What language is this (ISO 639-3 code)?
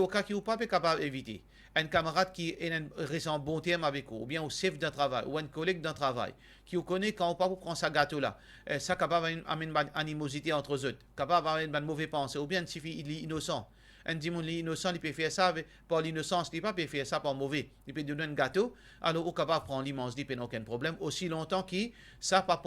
mfe